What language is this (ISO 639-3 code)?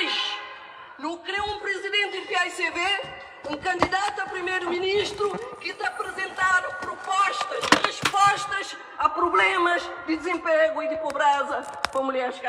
kea